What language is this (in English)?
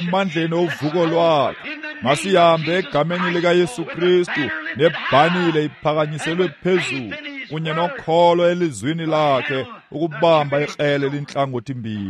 Xhosa